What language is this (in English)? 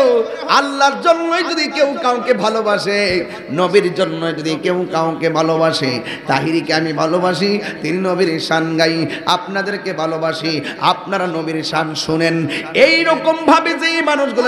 Bangla